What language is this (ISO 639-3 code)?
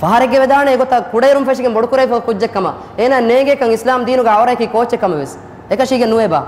div